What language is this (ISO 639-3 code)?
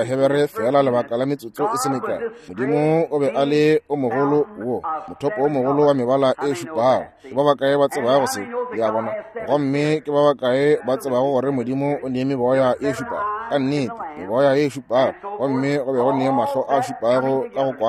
nso